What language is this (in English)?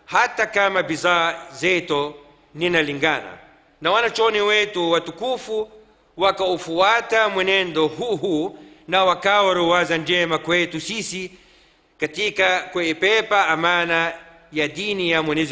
Swahili